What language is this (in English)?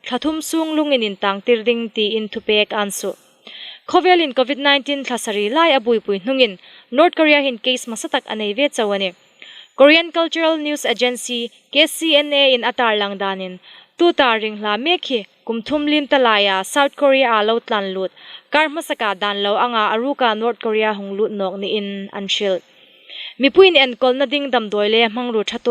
Hmar